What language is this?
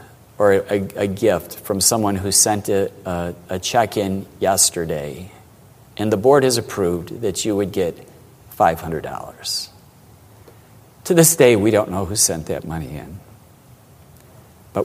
English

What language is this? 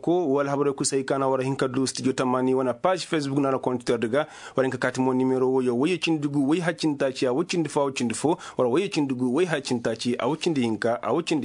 Koyraboro Senni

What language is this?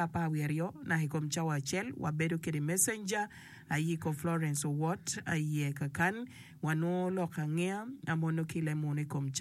Acoli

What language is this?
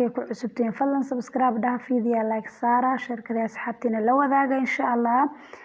Somali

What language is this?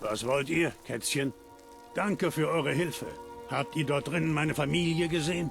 Bavarian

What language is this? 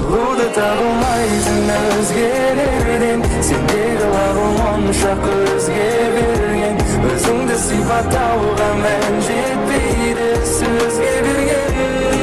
Kara-Kalpak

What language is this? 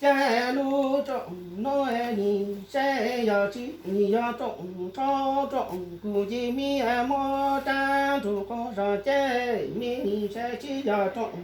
Hmong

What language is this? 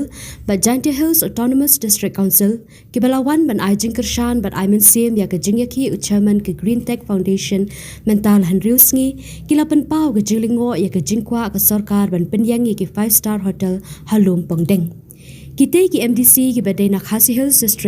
Khasi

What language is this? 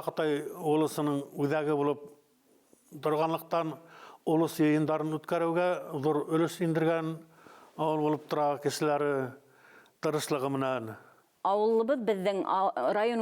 Bashkir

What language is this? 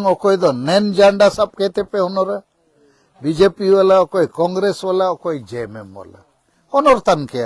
Santali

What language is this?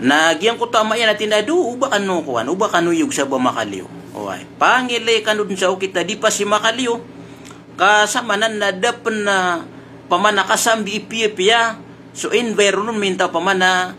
Maranao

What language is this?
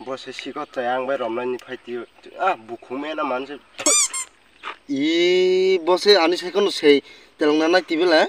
Kok Borok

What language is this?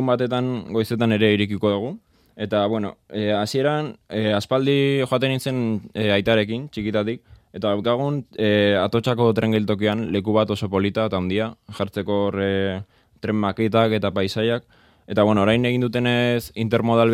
Basque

